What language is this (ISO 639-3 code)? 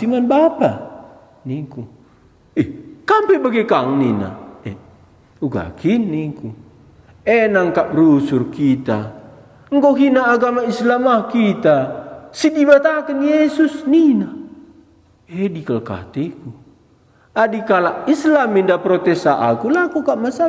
btx